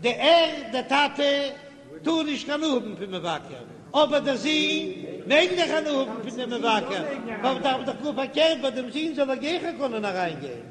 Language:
Yiddish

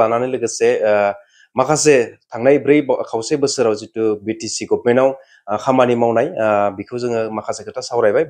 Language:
Bodo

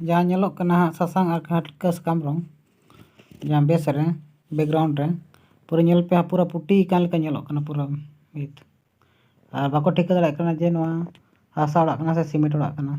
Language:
Santali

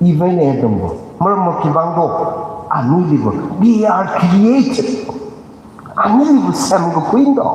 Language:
Tangkhul Naga (India)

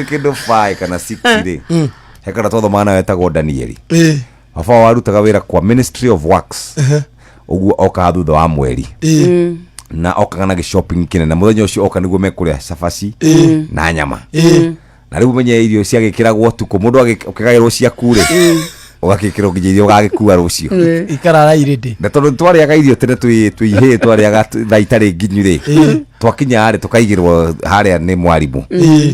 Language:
Kikuyu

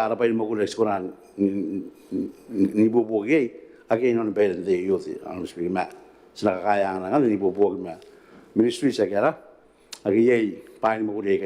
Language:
Gilbertese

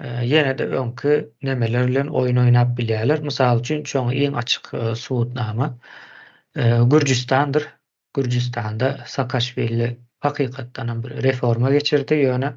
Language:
Turkmen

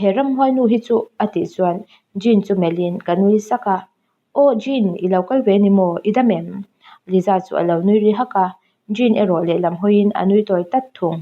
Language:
Mizo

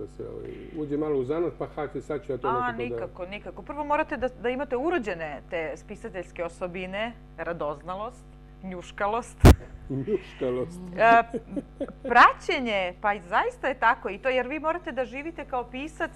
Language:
Serbian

